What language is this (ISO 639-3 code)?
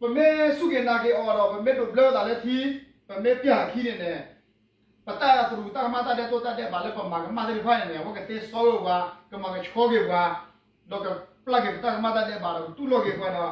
ksw